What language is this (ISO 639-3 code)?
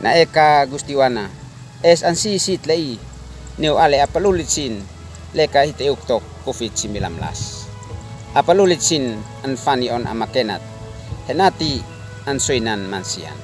aoz